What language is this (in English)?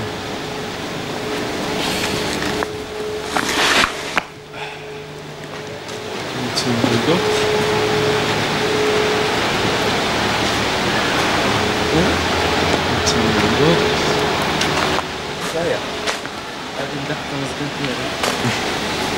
Hebrew